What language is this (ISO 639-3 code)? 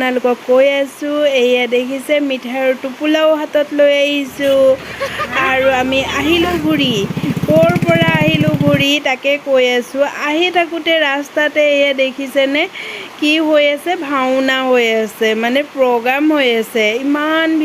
asm